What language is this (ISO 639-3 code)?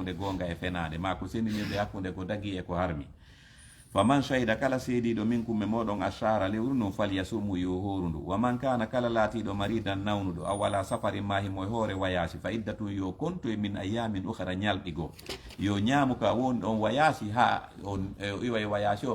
ful